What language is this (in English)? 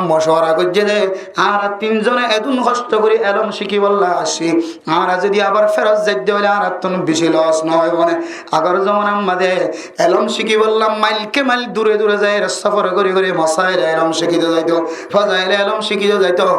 Rohingya